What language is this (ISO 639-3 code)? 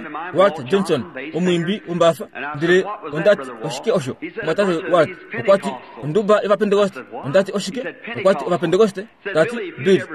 kua